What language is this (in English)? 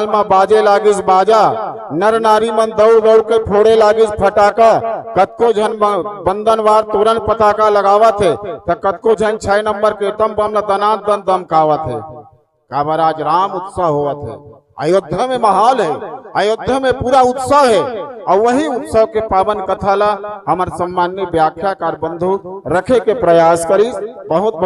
Chhattisgarhi